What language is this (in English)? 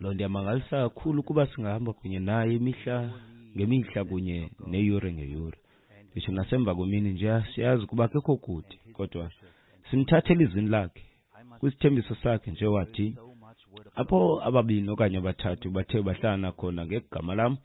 Xhosa